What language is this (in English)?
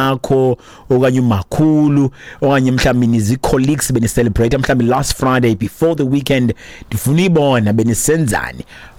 Xhosa